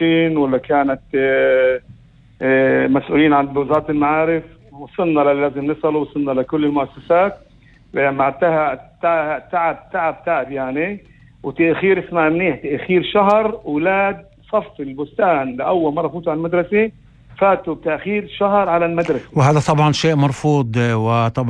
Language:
North Levantine Arabic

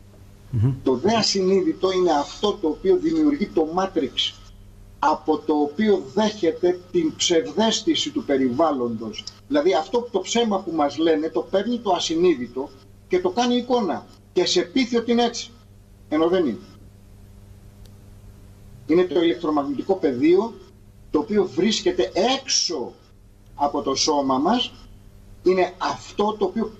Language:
Greek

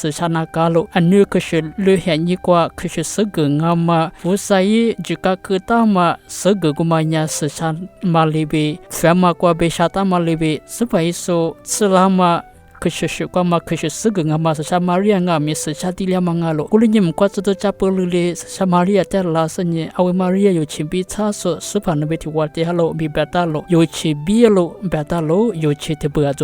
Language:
Lisu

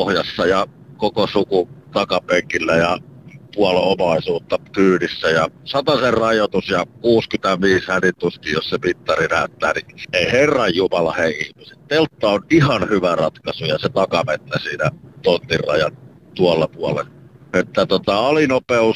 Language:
Finnish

